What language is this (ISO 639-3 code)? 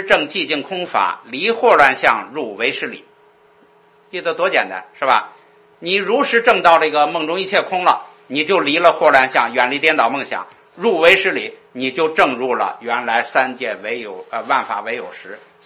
zho